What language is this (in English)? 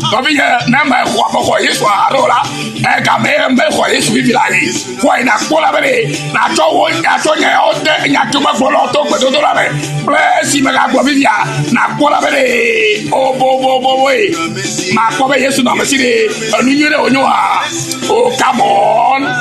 Ewe